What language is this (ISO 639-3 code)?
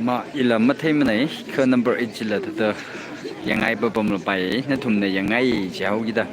nmf